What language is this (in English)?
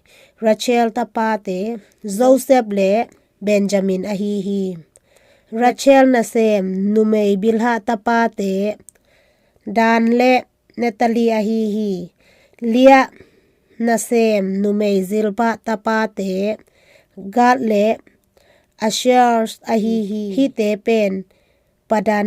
Tedim Chin